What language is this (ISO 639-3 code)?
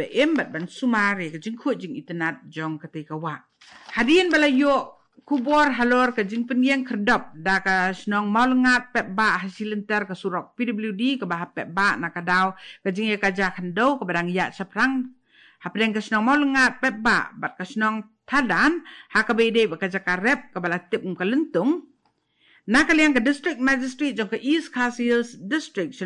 kha